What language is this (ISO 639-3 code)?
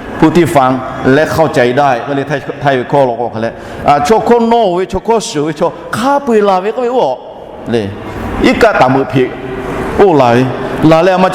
lhu